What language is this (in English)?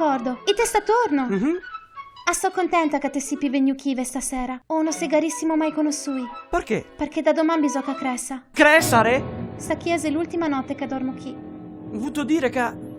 Venetian